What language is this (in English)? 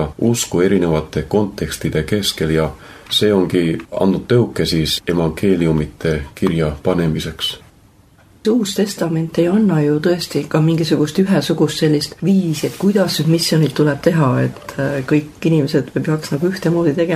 Estonian